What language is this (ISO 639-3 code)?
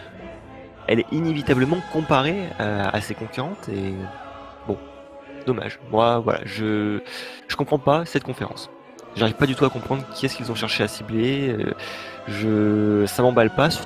fra